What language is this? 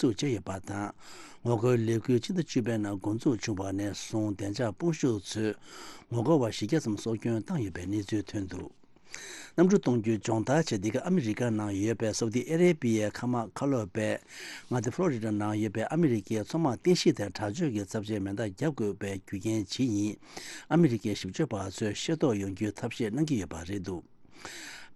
Tibetan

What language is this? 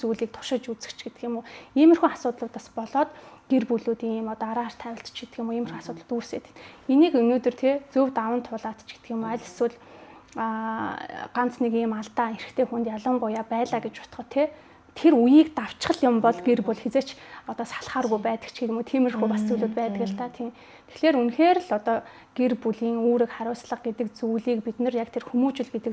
Mongolian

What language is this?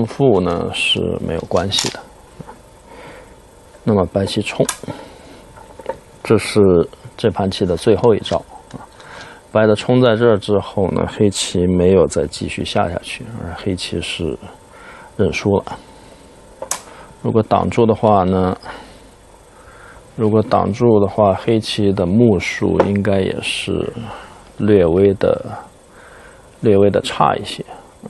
Chinese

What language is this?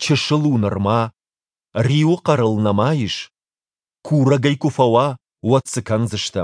Ossetic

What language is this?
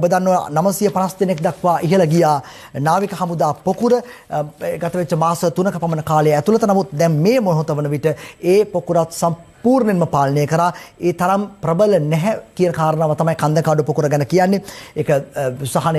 Sinhala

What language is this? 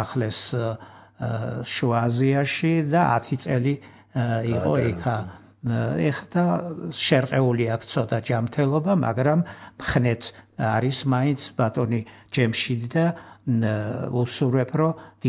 Georgian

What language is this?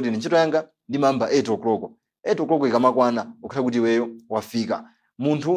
Nyanja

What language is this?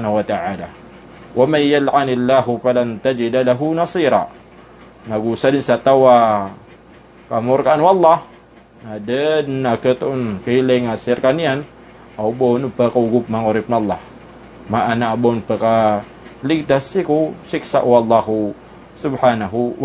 Maranao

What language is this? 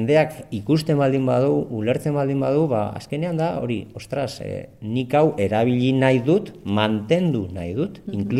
Basque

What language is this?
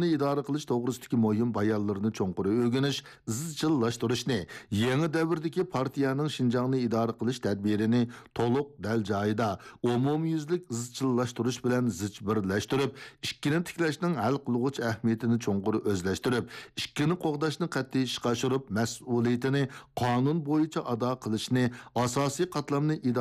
Uyghur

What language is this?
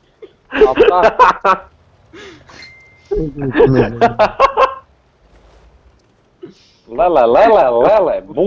Serbian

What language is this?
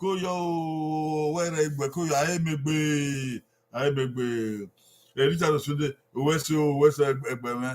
Bini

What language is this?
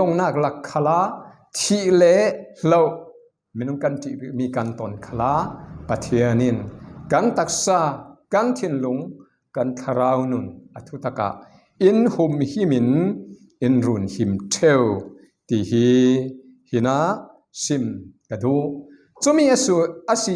Falam Chin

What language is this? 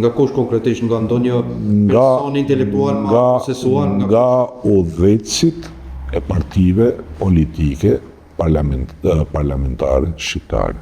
Albanian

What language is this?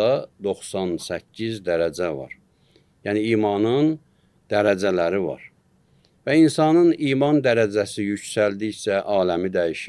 Azerbaijani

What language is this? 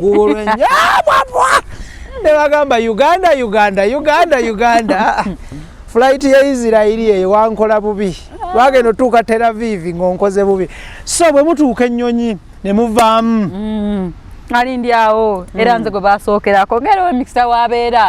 Ganda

